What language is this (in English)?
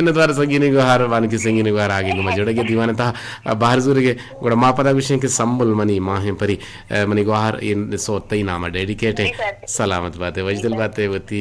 Eastern Balochi